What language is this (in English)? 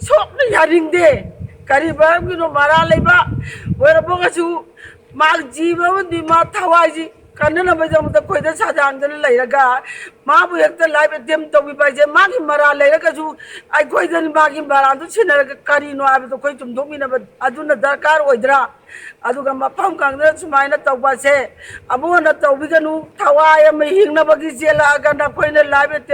Manipuri